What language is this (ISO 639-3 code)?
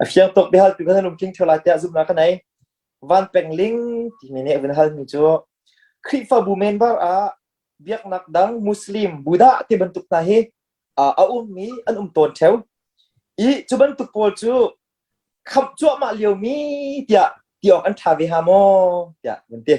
cnh